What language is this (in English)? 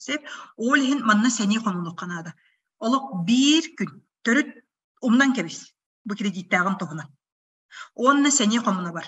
Yakut